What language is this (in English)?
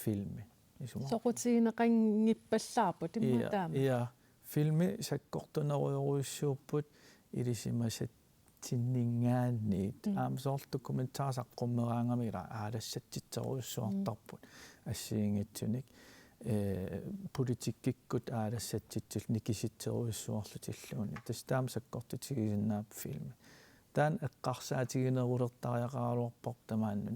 Kalaallisut